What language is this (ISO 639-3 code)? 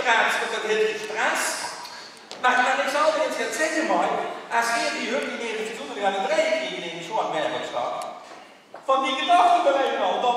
lim